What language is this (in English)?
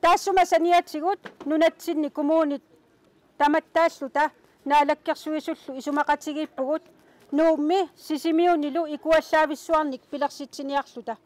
Kalaallisut